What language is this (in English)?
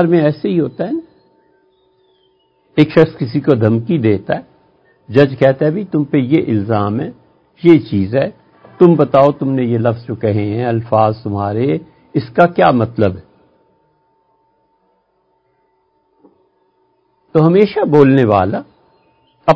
Urdu